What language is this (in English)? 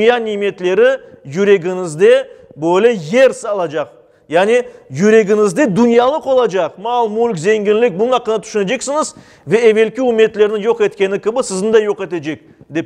Crimean Tatar